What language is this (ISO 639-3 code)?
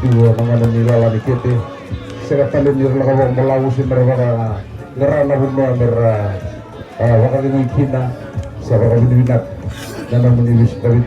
fij